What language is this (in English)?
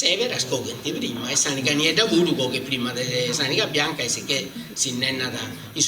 Sardinian